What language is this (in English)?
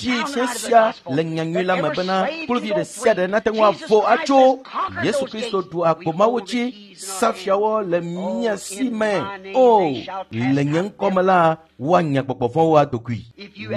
Ewe